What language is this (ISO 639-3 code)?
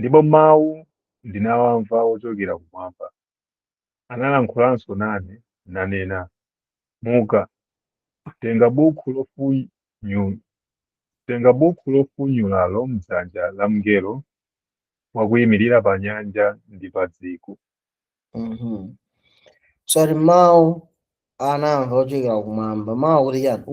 nya